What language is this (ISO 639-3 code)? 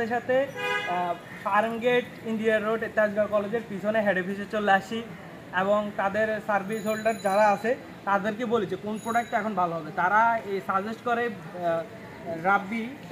ben